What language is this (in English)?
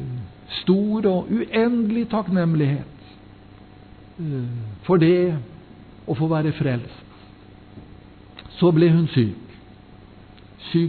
Norwegian